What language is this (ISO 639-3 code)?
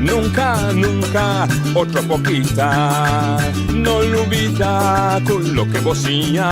pap